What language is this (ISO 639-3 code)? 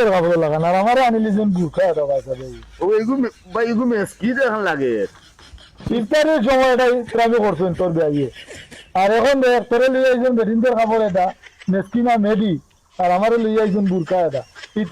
syl